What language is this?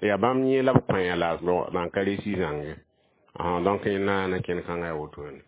Mossi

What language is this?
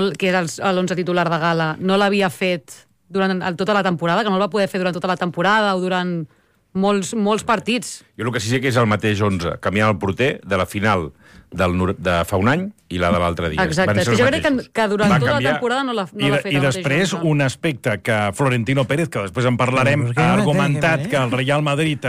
Catalan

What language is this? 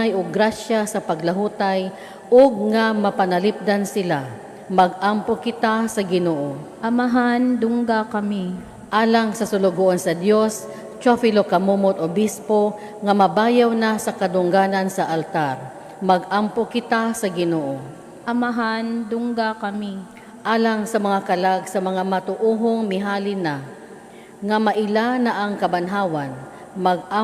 Cebuano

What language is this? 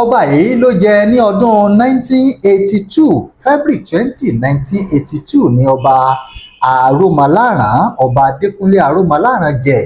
Yoruba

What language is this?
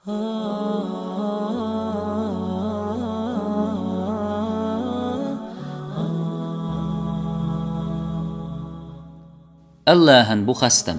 Chechen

